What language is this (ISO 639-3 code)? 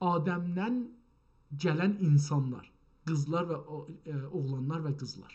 azb